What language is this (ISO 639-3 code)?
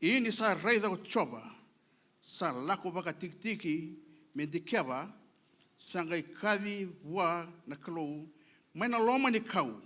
fij